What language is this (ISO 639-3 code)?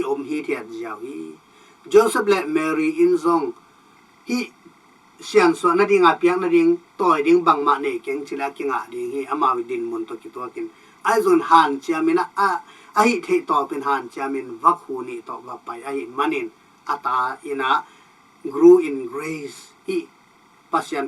ctd